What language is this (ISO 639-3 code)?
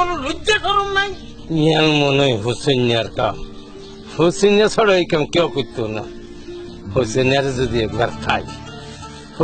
syl